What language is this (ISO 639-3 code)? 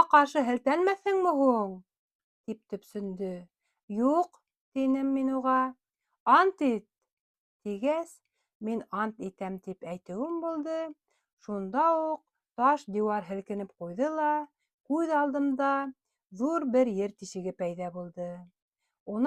bak